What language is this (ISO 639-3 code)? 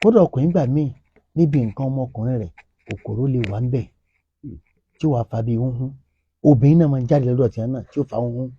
yor